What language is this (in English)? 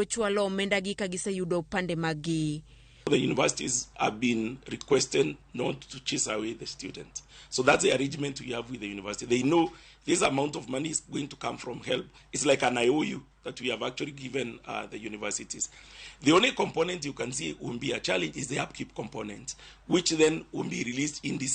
Luo (Kenya and Tanzania)